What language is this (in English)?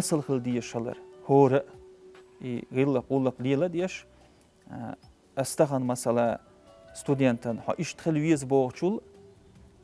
Chechen